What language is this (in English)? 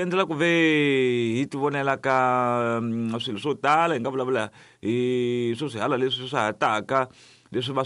Tsonga